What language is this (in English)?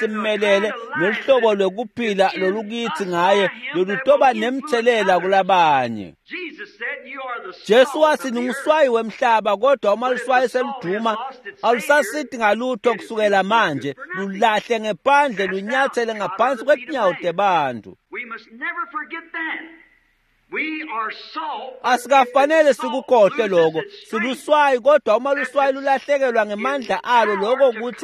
Swati